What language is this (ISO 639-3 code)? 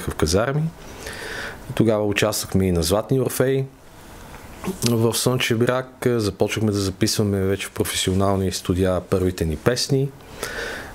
bul